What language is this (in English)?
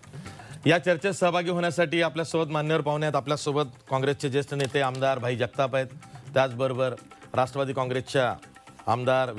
Marathi